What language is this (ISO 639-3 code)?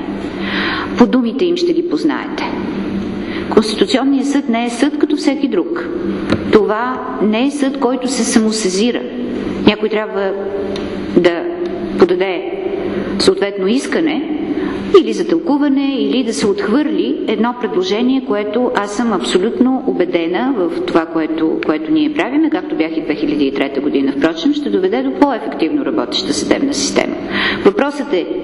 bul